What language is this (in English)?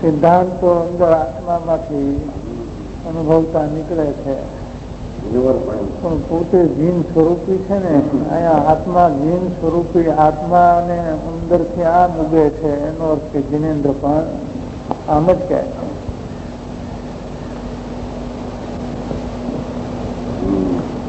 Gujarati